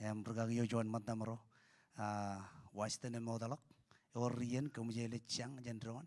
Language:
Marshallese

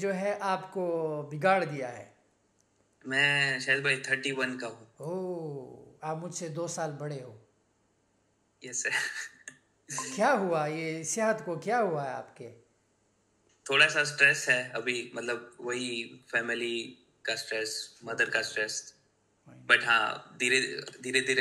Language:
Hindi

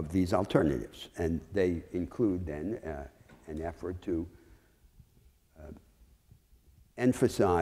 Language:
English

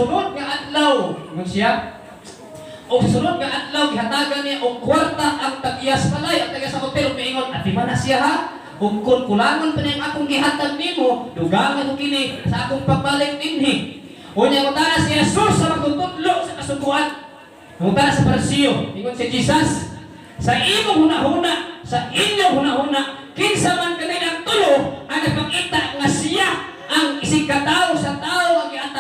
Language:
Cebuano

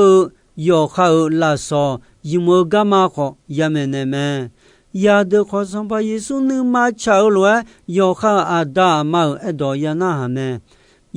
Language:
Akha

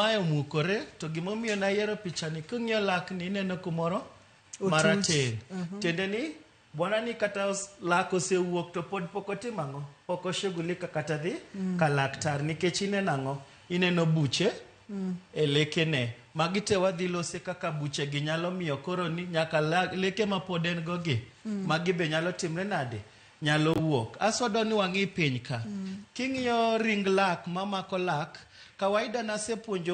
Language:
Luo (Kenya and Tanzania)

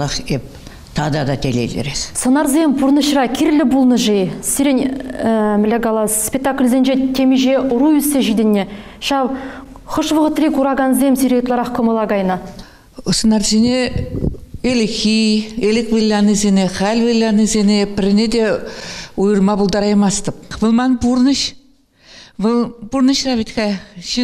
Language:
Chuvash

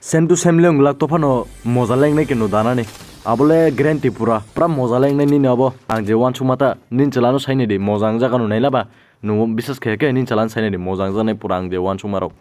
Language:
Kok Borok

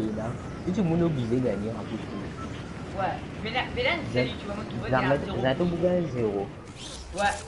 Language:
Morisyen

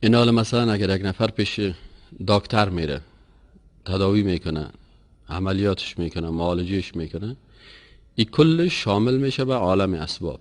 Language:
Persian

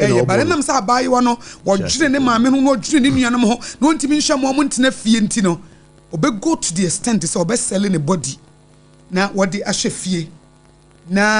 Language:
Akan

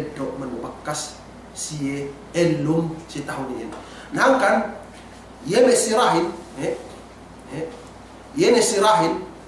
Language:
Yakan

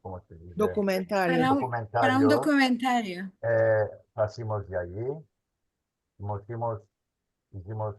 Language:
Ladino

